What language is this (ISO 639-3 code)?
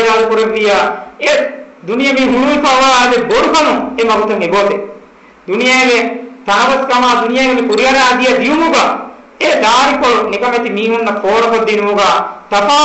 div